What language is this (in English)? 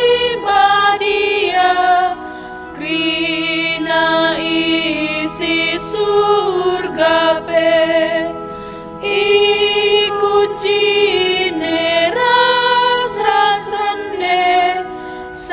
Batak Karo